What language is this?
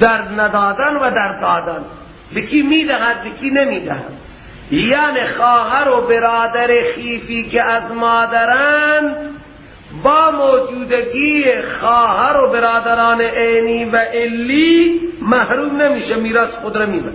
Persian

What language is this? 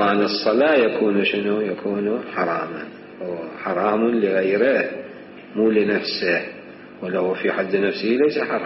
Mesopotamian Arabic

